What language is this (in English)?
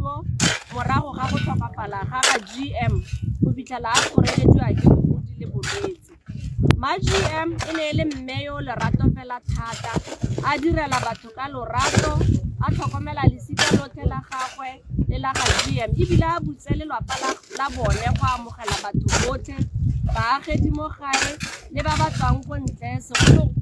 Tswana